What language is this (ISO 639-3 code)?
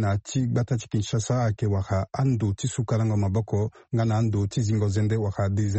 sag